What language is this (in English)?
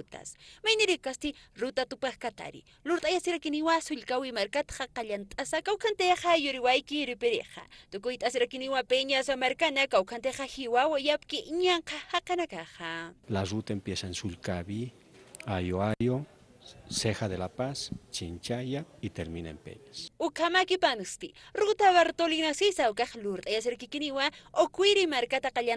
Aymara